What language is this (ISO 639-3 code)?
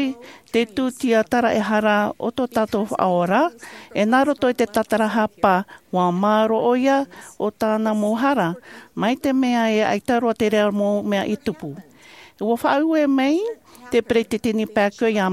tah